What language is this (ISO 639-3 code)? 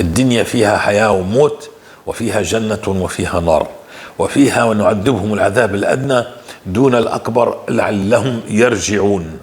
apc